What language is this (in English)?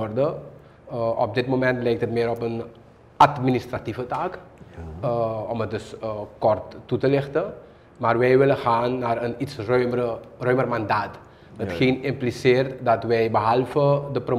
Dutch